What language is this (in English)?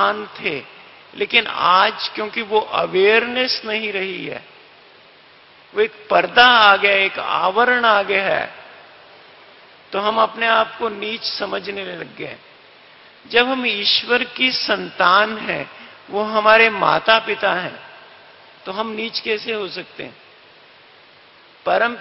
Hindi